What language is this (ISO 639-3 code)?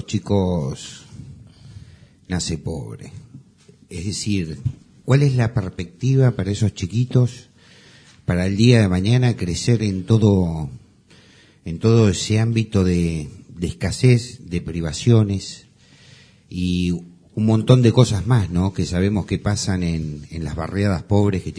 spa